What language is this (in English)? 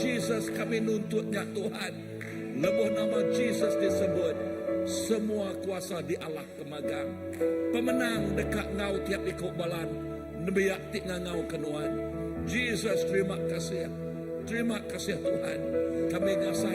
Iban